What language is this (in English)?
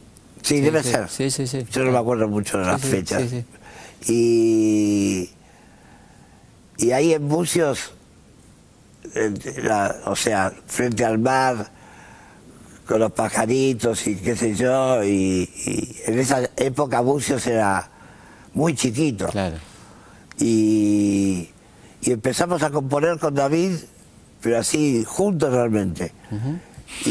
Spanish